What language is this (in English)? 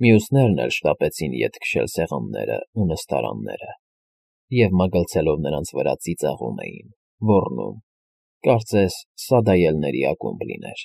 Armenian